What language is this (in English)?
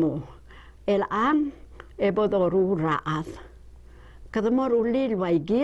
Palauan